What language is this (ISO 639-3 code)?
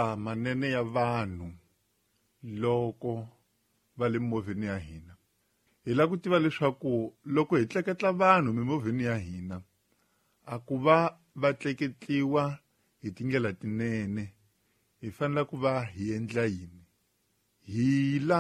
tso